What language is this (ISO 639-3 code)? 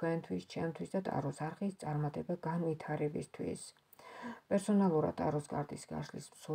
kat